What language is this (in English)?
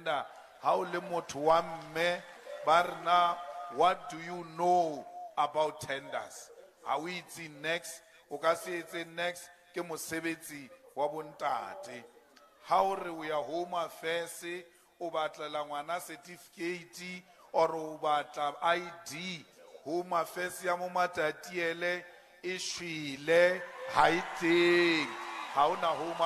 Southern Sotho